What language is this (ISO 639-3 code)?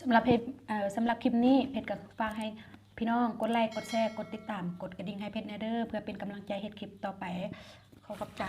tts